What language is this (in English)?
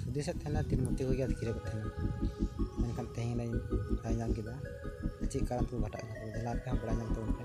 Santali